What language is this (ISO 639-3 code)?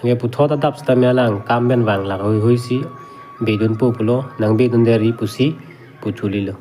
mjw